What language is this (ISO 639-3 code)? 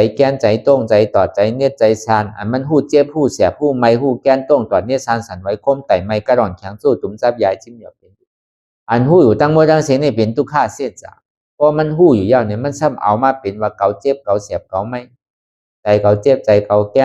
shn